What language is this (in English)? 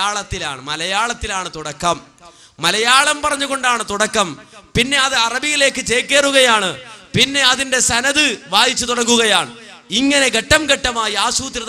Malayalam